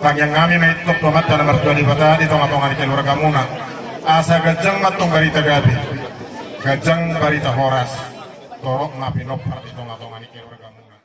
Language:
Batak Toba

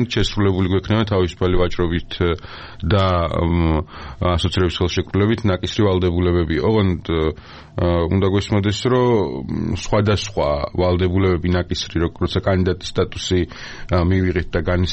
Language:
Georgian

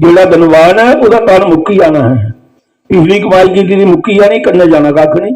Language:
Dogri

